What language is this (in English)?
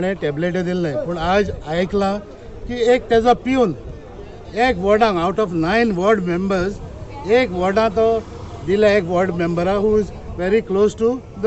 Konkani